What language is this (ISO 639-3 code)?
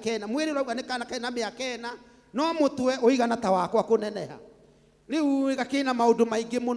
kik